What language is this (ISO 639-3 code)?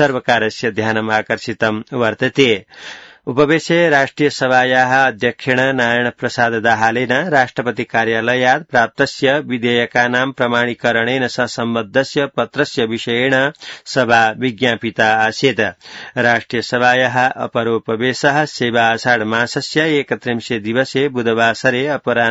san